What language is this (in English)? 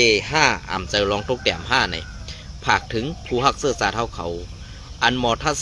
Shan